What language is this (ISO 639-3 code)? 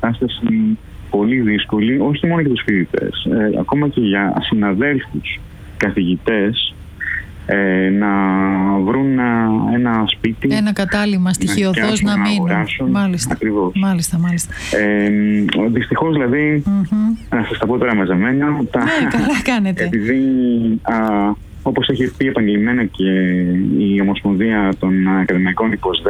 ell